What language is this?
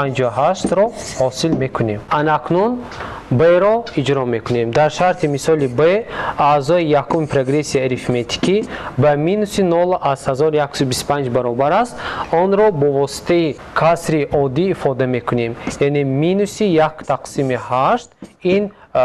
Tajik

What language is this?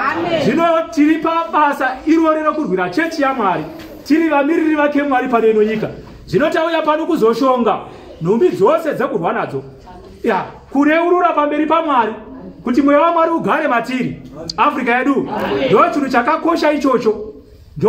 Shona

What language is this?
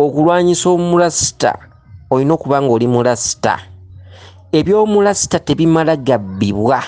Ganda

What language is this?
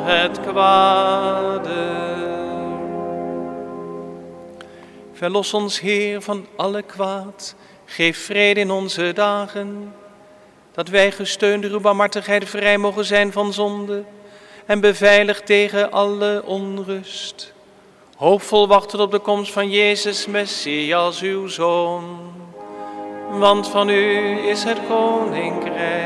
Dutch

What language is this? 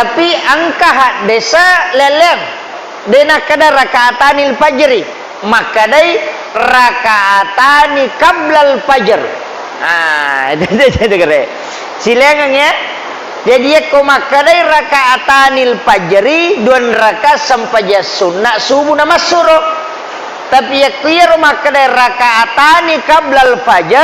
Buginese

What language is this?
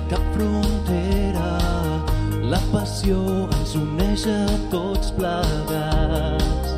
Catalan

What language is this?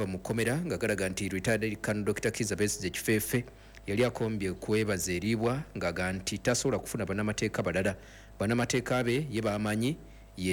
Ganda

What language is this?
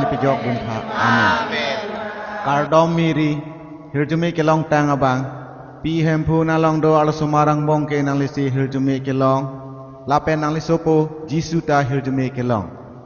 Karbi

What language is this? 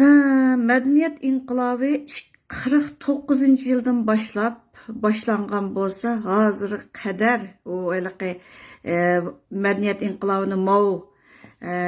Uyghur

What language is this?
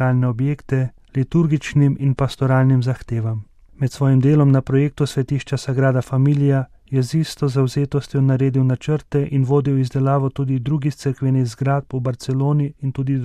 Slovenian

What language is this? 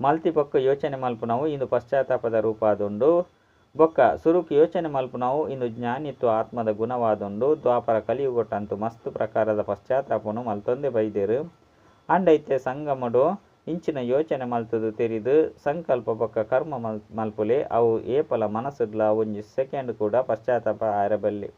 Tulu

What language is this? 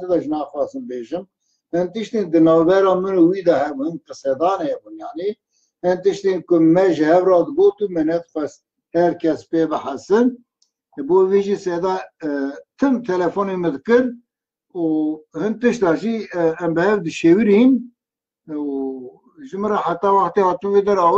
Kurdish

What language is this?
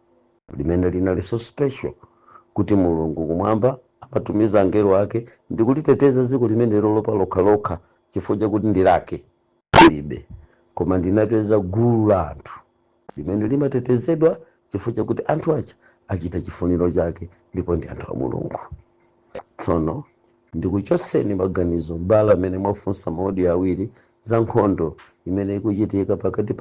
Nyanja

